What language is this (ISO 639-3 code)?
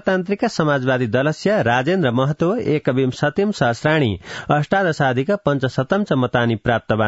san